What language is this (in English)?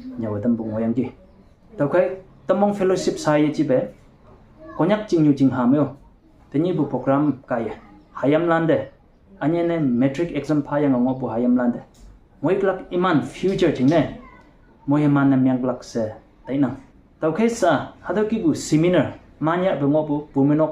Konyak Naga